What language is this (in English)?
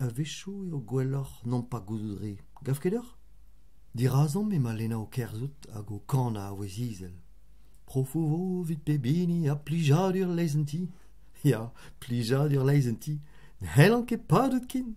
Breton